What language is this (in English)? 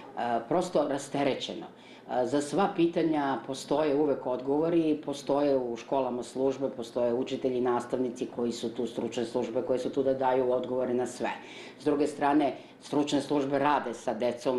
Serbian